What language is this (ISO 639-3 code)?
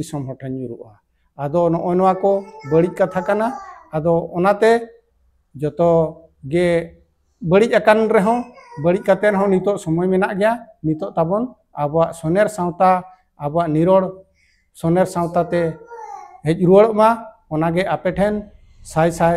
sat